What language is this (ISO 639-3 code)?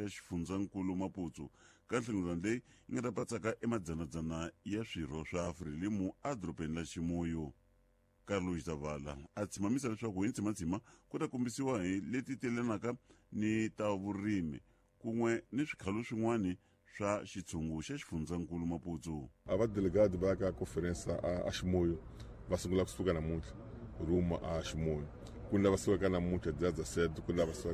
tso